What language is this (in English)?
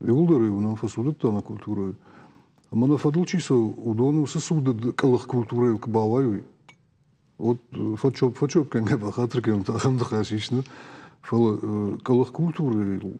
Ossetic